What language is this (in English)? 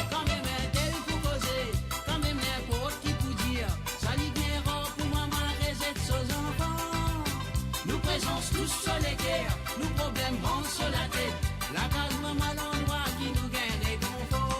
Morisyen